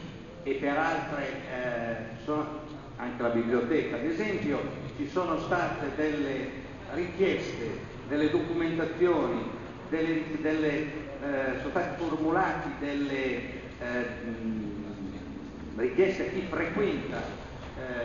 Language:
Italian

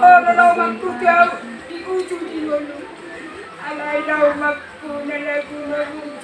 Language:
Batak Toba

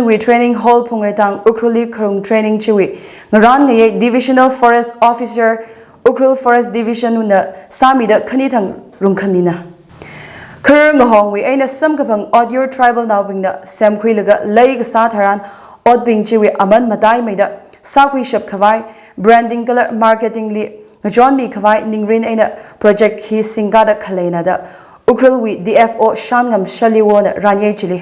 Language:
Tangkhul Naga (India)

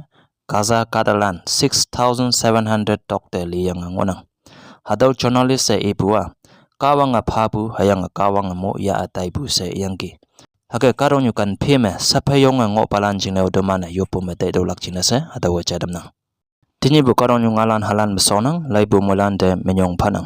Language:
Konyak Naga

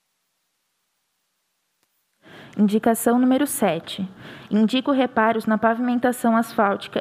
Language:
Portuguese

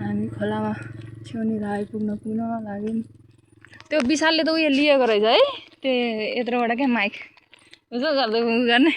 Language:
Nepali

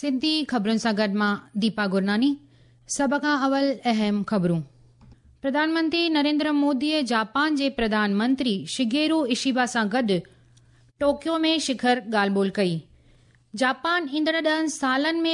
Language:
Sindhi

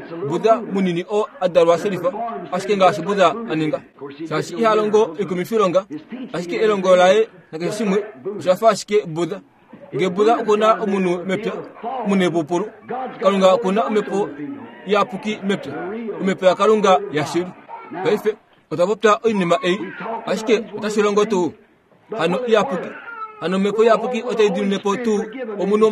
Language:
Kuanyama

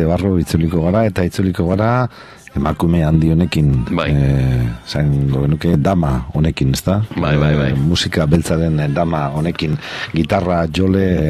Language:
Basque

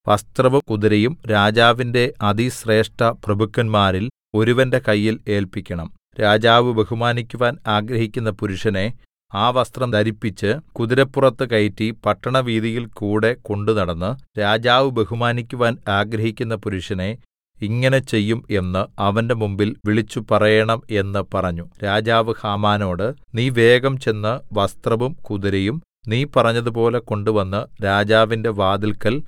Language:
Malayalam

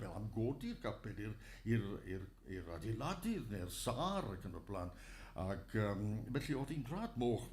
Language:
Welsh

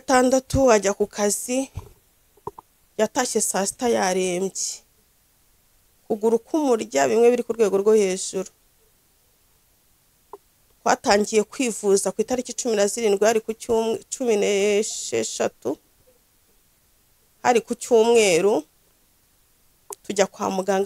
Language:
Kinyarwanda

